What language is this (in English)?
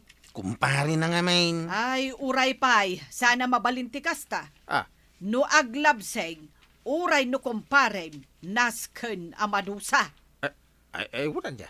Iloko